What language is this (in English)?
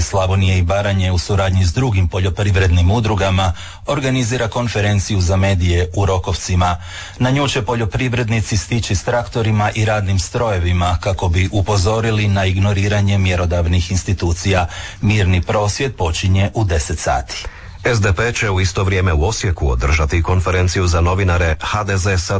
Croatian